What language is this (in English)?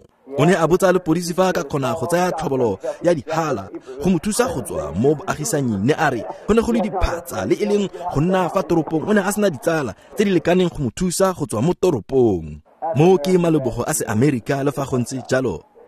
Tswana